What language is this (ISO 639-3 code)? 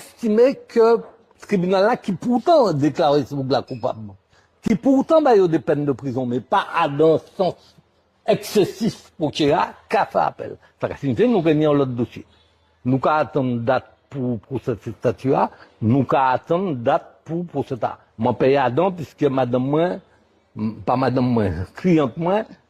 gcf